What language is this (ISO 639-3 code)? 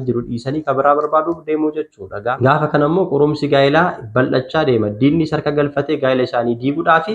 orm